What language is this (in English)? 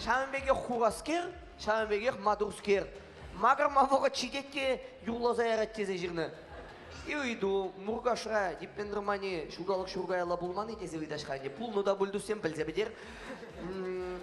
Chuvash